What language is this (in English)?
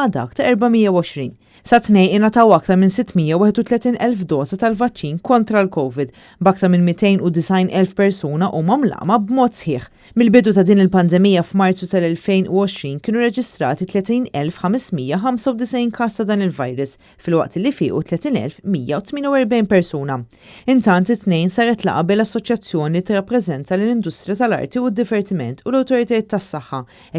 Maltese